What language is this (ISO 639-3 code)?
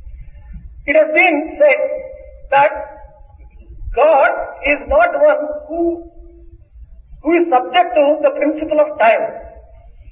tel